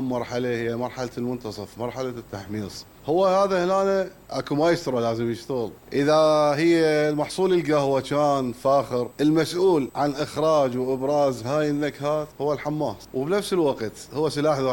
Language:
Mesopotamian Arabic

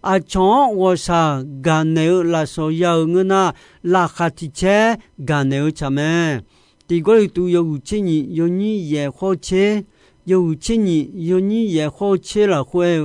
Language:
Akha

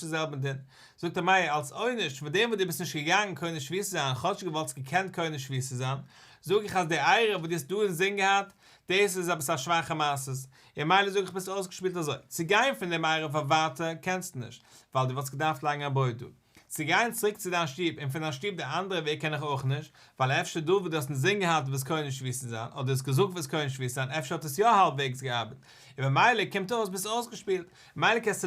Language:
Yiddish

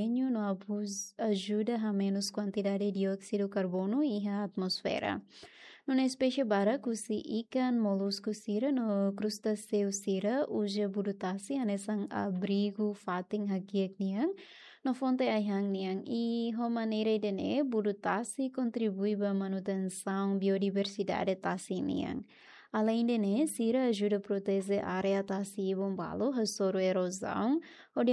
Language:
Tetum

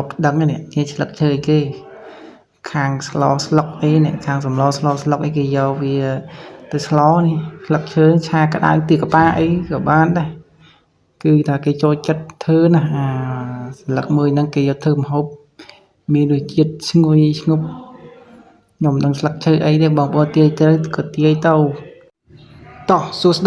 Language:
Khmer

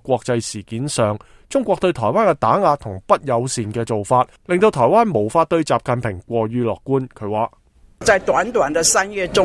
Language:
Cantonese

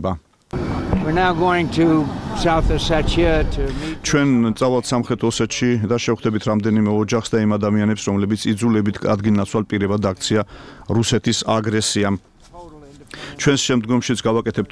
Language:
Georgian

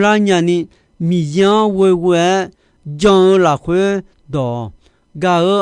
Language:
Akha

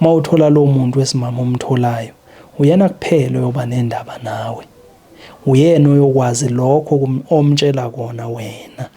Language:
Zulu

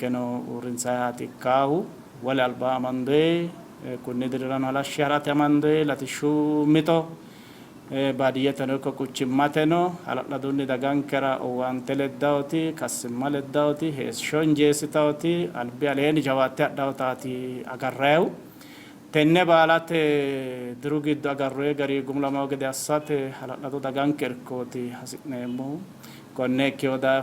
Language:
Sidamo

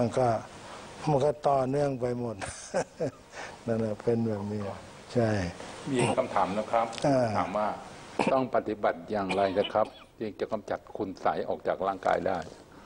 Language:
Thai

